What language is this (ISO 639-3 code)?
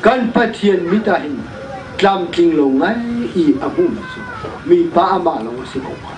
cnh